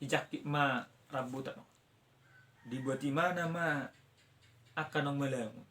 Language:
Batak Toba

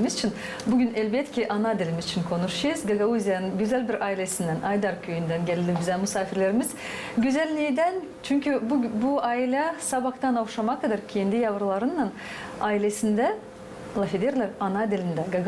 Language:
Gagauz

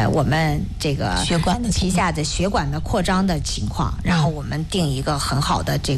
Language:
Chinese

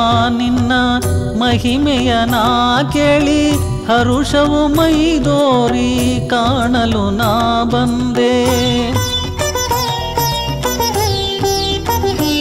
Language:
Kannada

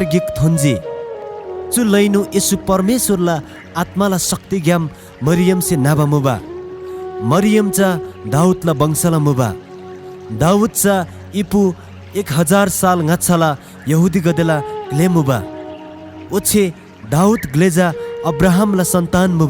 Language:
Eastern Tamang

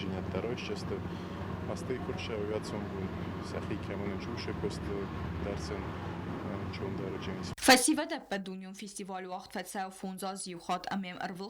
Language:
Ossetic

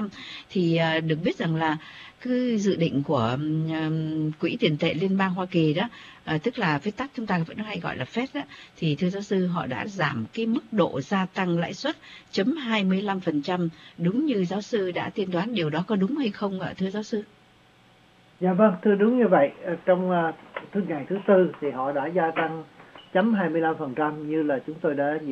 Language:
Vietnamese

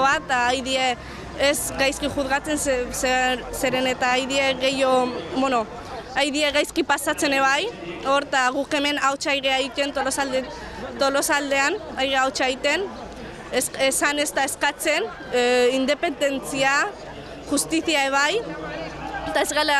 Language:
Basque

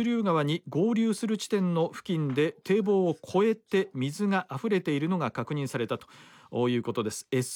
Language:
Japanese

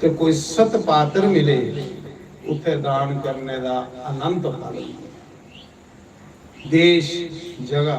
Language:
Dogri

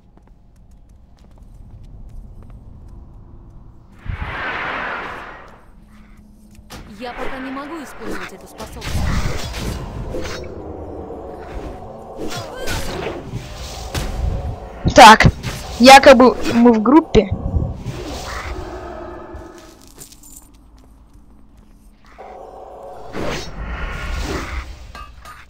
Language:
Russian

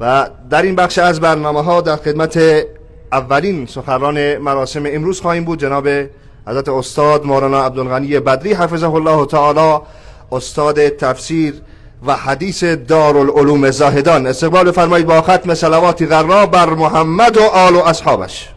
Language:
Persian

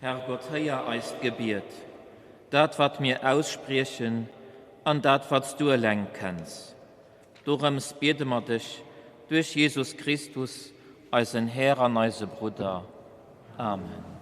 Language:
Luxembourgish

